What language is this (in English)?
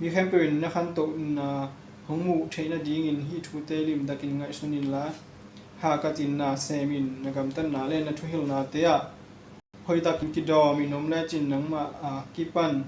Tedim Chin